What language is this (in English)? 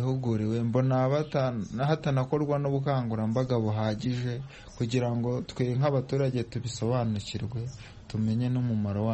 Kinyarwanda